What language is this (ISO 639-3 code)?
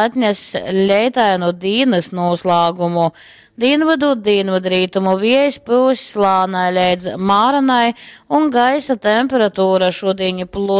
ltg